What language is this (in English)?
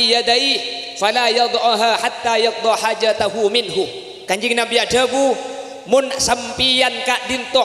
Madurese